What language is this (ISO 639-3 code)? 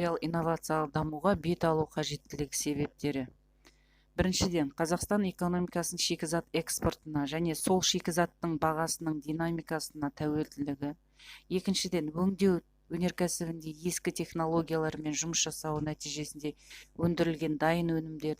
kaz